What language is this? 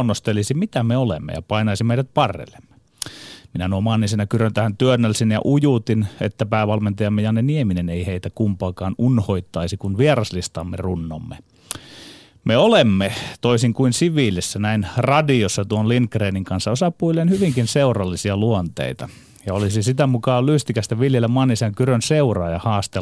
Finnish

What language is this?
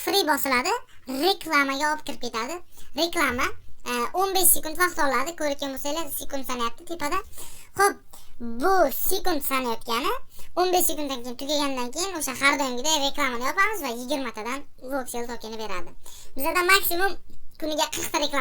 Uzbek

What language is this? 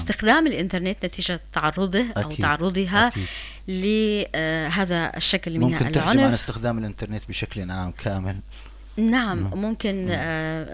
North Levantine Arabic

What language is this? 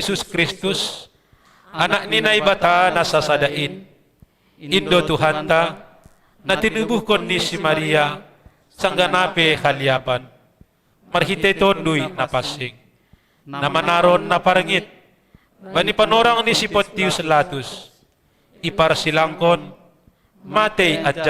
Batak Simalungun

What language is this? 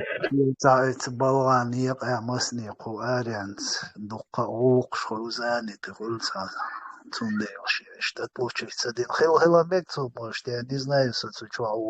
Chechen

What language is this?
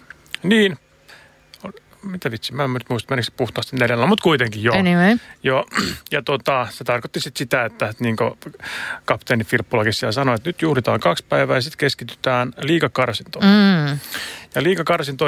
Finnish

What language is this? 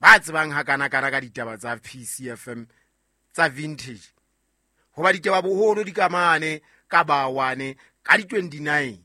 Southern Sotho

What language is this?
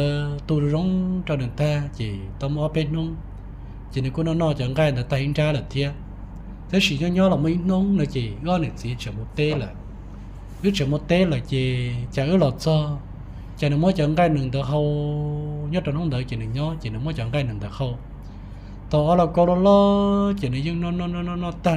Hmong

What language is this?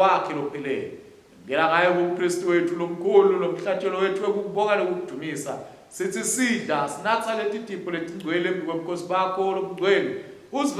Swati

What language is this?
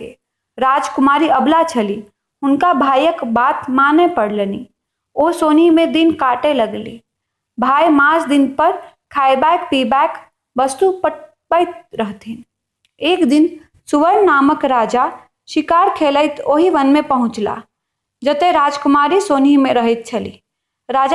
Maithili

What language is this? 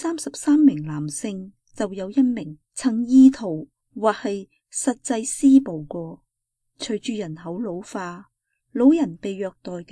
Cantonese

